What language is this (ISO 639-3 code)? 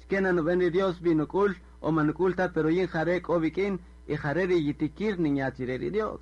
cak